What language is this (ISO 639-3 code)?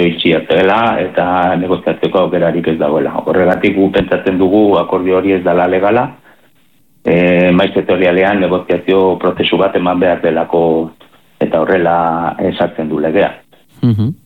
eus